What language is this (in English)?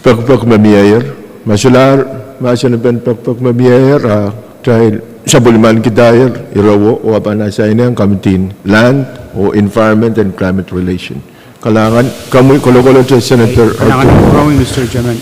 Pohnpeian